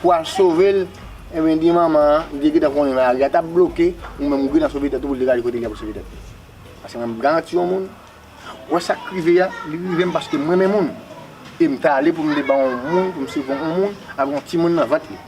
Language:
Haitian Creole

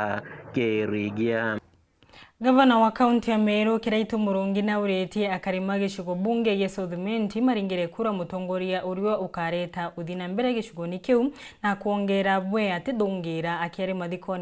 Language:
Meru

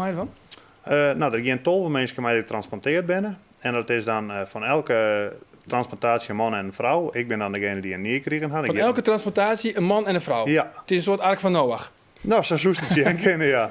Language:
Western Frisian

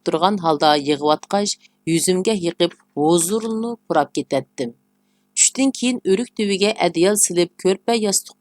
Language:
Uyghur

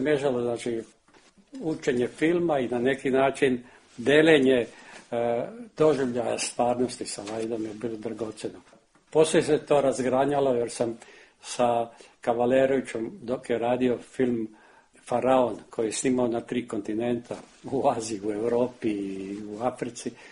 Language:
Serbian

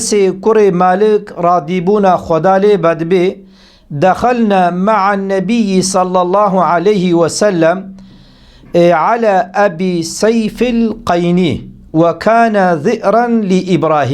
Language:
Kurdish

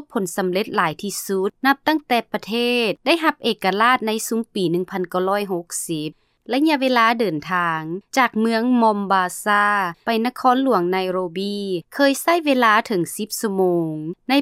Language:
Lao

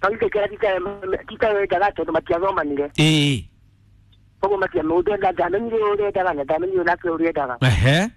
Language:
Kikuyu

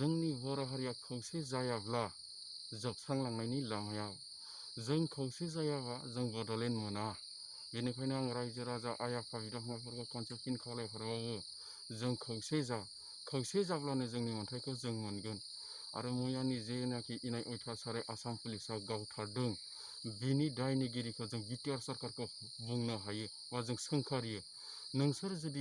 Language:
Bodo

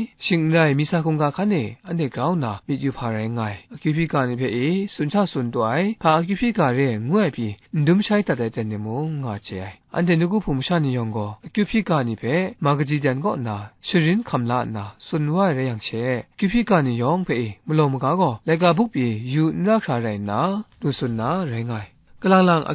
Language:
Kachin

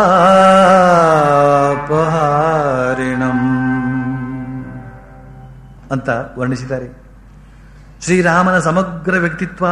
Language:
Kannada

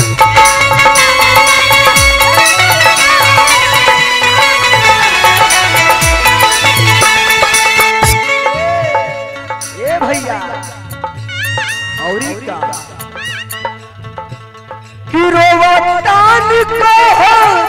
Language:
Bhojpuri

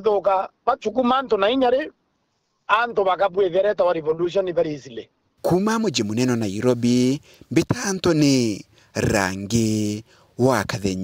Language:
Meru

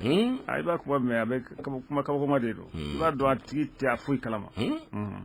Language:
Bambara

